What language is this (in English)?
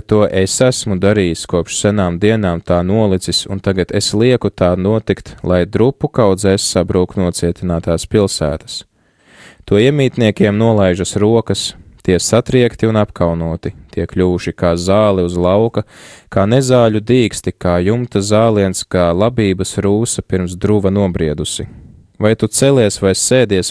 Latvian